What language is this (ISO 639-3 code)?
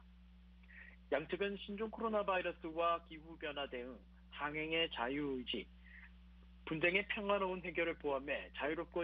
kor